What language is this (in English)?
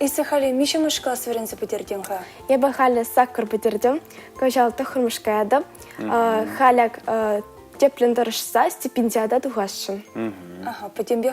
Chuvash